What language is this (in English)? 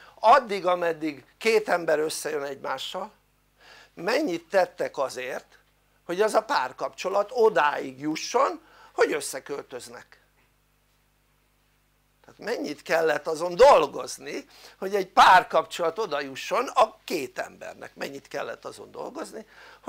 Hungarian